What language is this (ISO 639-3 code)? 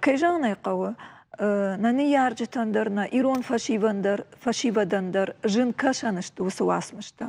oss